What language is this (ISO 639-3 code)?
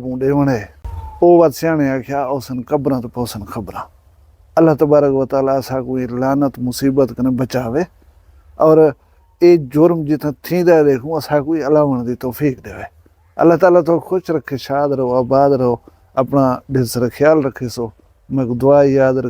skr